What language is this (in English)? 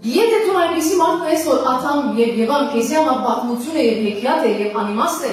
Western Armenian